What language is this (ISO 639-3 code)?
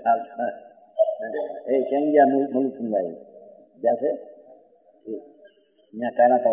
guj